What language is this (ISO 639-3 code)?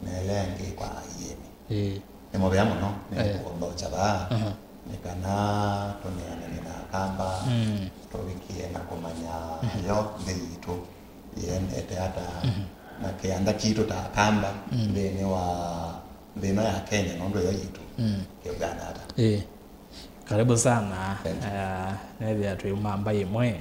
kam